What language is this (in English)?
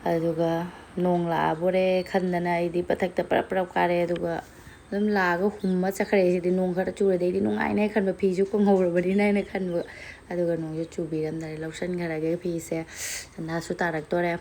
Manipuri